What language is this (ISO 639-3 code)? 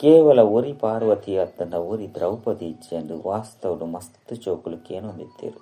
tcy